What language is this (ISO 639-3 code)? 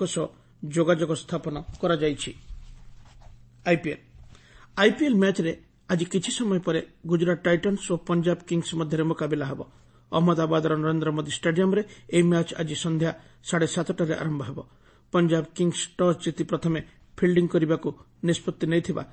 ori